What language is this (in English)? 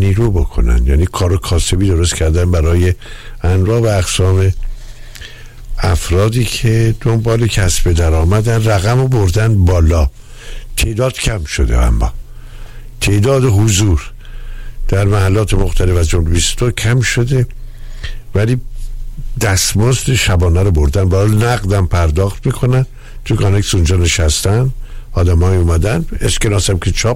Persian